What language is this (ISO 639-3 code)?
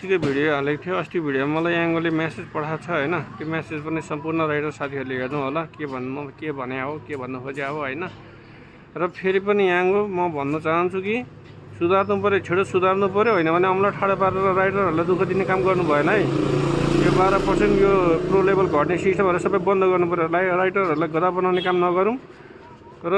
nep